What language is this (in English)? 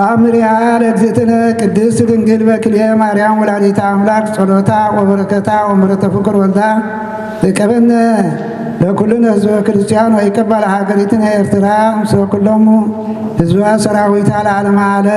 Geez